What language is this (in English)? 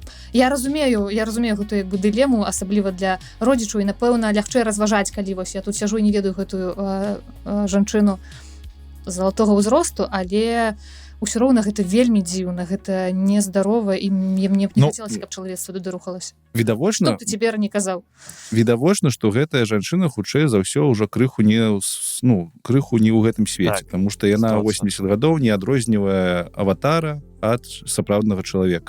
Belarusian